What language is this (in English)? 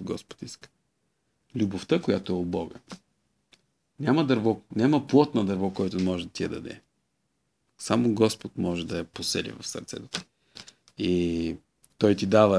Bulgarian